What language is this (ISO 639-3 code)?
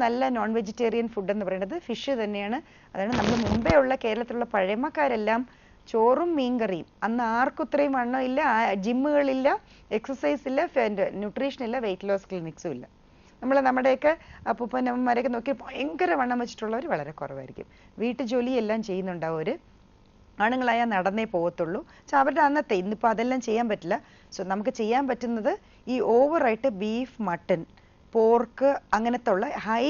mal